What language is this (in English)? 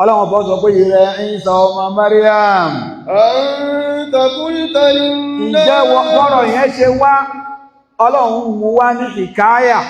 Yoruba